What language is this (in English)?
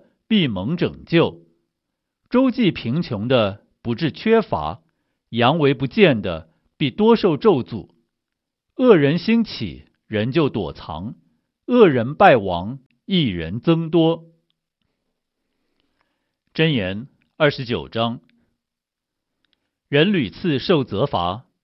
Chinese